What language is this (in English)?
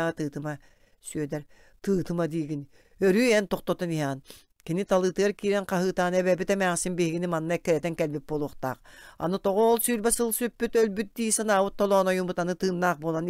Yakut